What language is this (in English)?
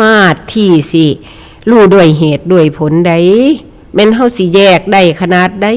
Northeastern Thai